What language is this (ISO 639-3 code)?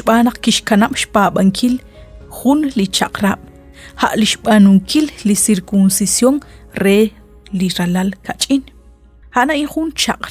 kek